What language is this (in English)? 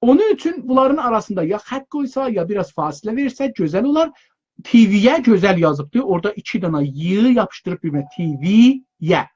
South Azerbaijani